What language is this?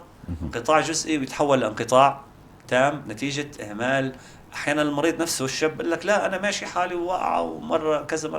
North Levantine Arabic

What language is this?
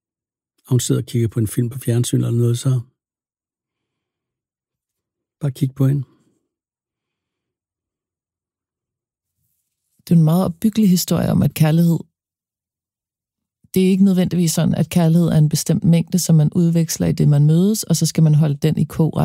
Danish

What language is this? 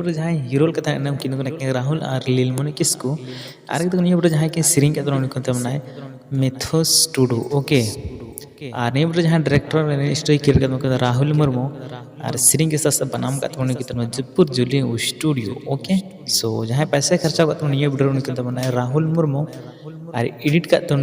Santali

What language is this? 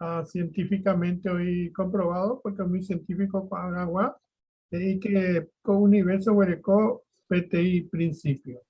Guarani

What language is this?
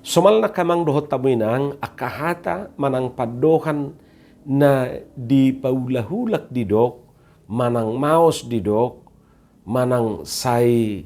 Batak Toba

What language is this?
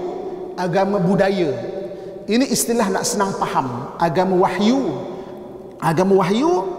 Malay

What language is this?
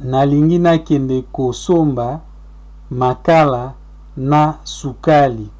Lingala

